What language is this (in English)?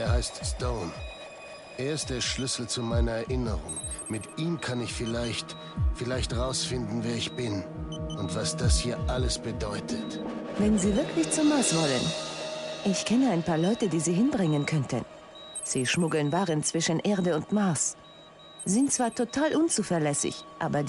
Bavarian